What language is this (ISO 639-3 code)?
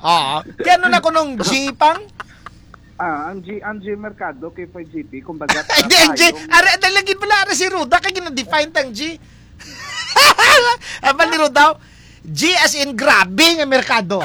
hil